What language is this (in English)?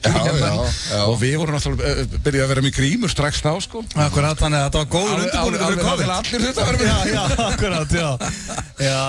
Icelandic